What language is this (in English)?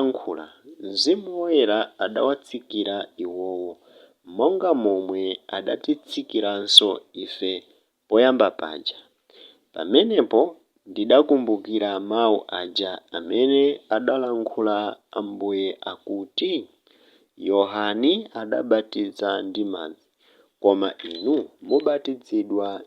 Nyanja